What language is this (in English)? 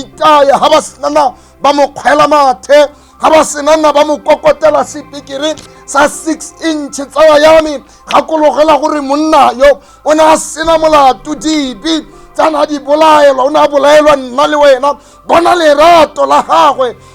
Tswana